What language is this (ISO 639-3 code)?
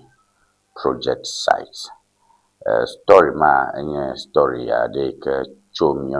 ewe